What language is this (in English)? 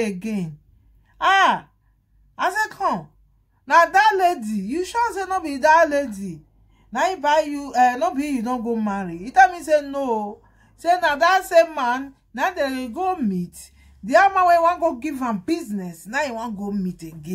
Nigerian Pidgin